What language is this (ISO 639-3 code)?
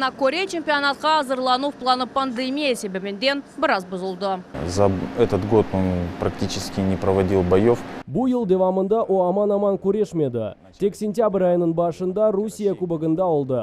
crh